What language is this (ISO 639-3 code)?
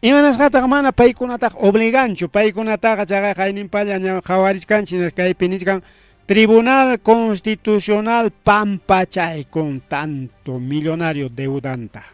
quy